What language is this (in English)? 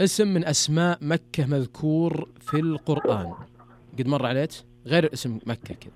Najdi Arabic